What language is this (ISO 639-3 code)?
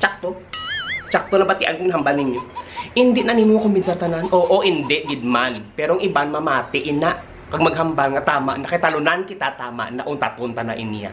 hil